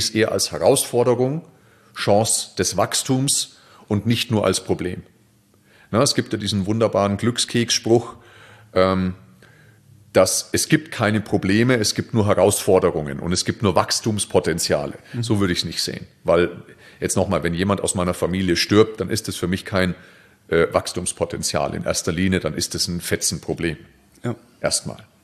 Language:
German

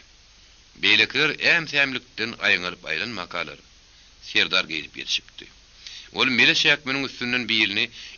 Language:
Turkmen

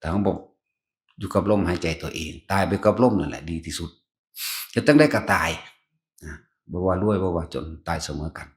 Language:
Northeastern Thai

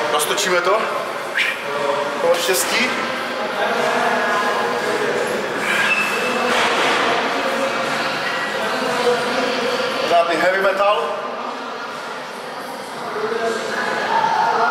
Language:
Czech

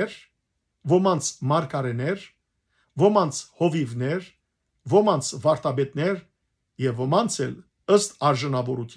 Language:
Western Armenian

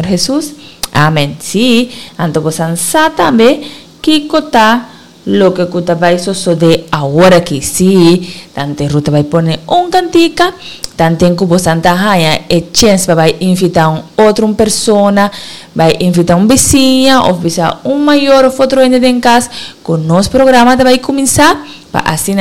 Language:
Papiamento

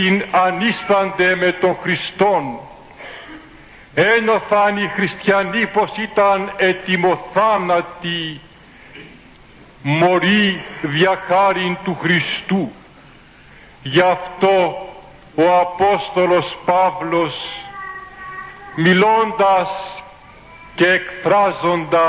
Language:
Greek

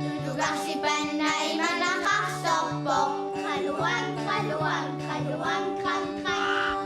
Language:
Kalaallisut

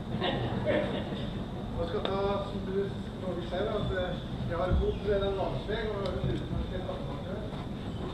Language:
Norwegian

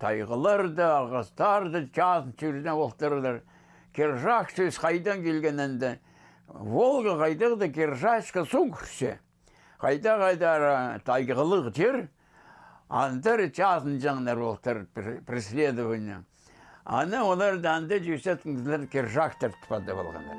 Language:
Khakas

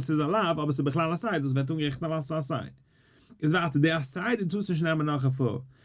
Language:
Yiddish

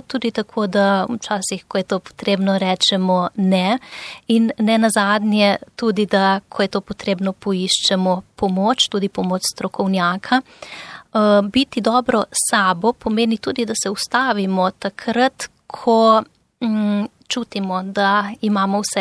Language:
Slovenian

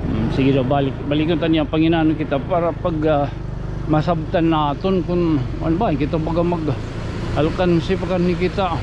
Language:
Waray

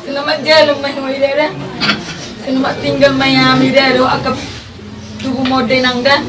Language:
Batak Toba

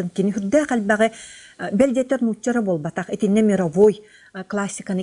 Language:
Yakut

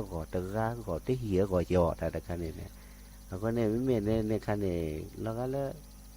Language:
S'gaw Karen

